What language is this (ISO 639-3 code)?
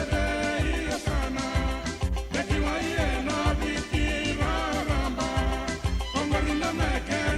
fij